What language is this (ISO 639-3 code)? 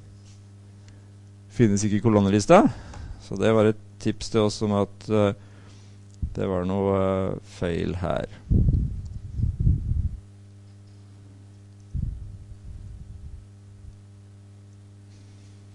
nor